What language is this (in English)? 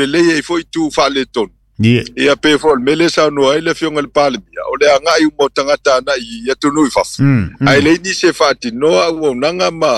Samoan